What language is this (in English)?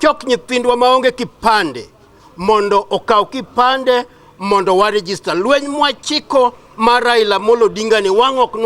Luo (Kenya and Tanzania)